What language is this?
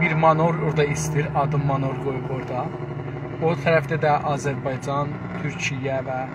South Azerbaijani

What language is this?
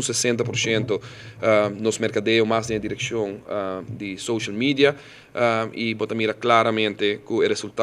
Papiamento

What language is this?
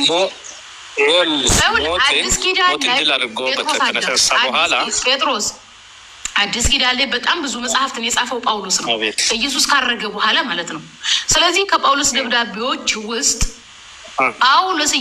Amharic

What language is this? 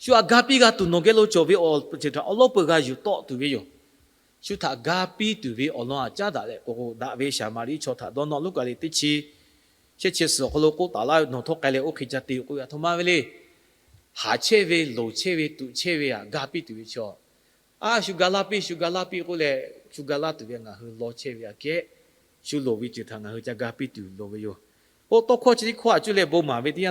Lahu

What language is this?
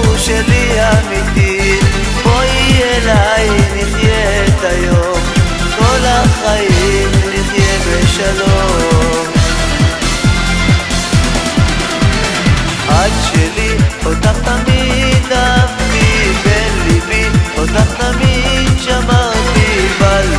Hebrew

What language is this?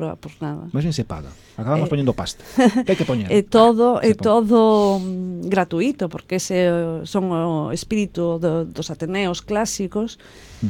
Galician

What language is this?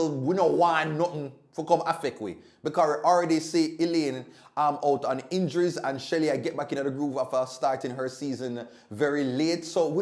Jamaican Creole English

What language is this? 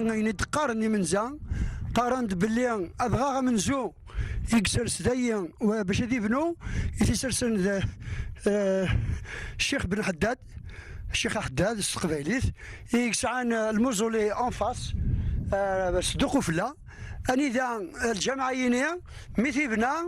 Kabyle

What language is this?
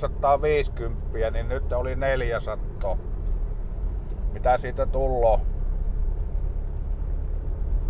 Finnish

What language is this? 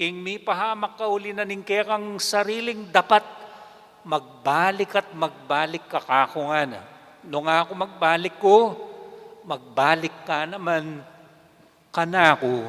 Pampanga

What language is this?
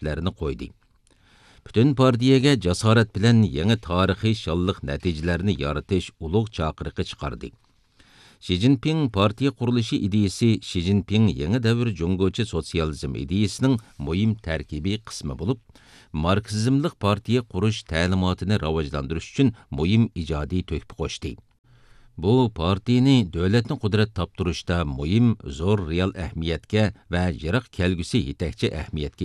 Uyghur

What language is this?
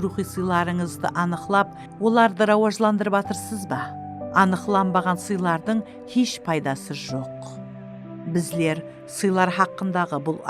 Kara-Kalpak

